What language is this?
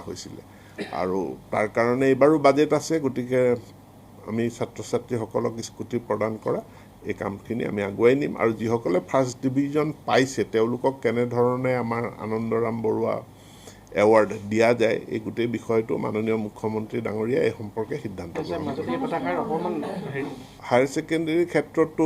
Assamese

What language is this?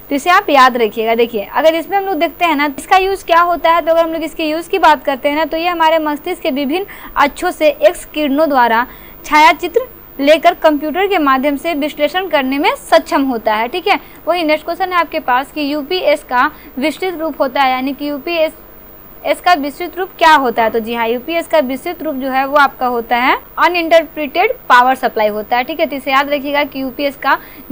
Hindi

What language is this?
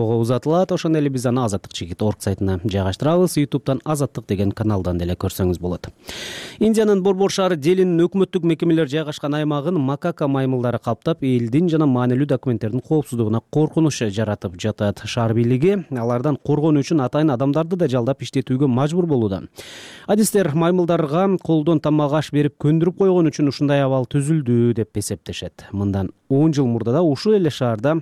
Kyrgyz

